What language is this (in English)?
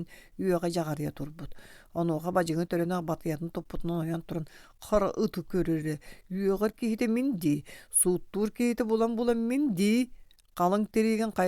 Yakut